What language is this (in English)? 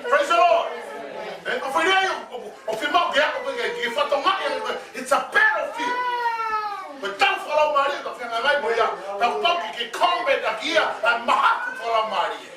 Tongan